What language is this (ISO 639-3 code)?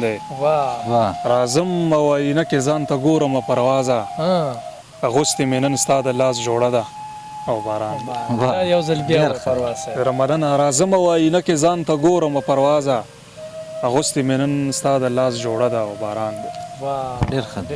pus